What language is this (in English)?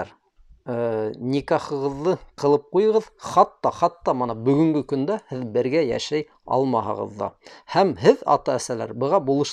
Bashkir